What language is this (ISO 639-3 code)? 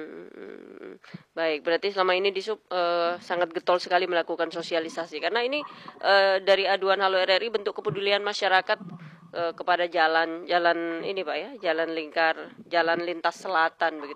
ind